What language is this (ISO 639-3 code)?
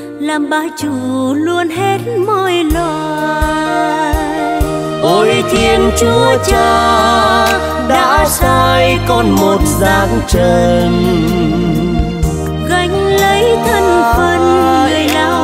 vie